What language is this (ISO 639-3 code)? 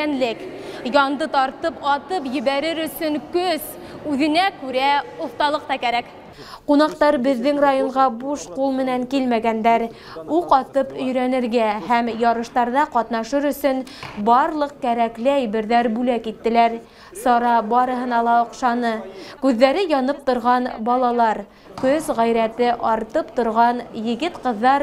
bak